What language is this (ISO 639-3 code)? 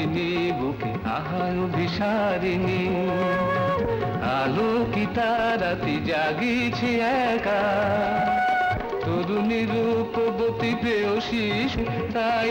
ben